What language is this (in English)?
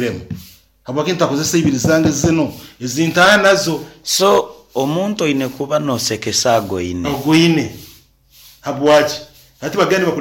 Nyoro